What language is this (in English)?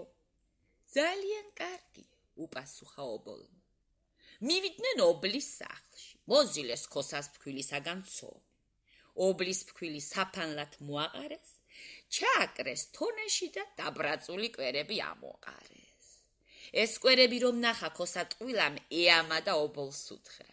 Georgian